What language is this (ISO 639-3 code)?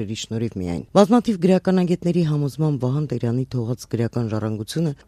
hye